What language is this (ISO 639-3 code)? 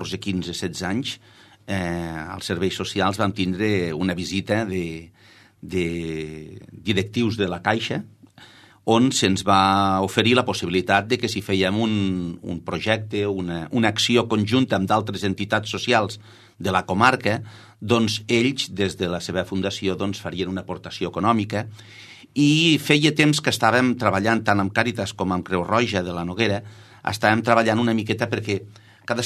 cat